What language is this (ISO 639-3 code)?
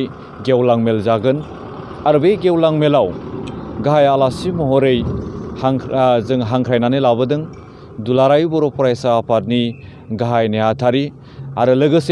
brx